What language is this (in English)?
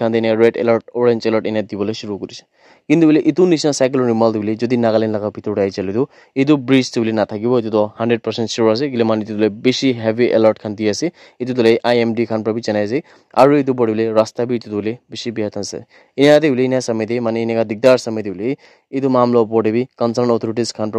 Naga Pidgin